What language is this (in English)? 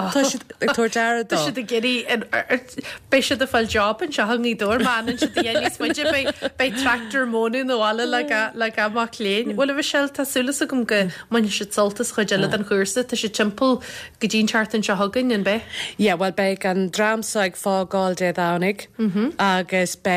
Irish